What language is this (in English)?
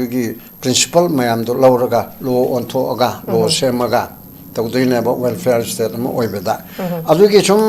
Manipuri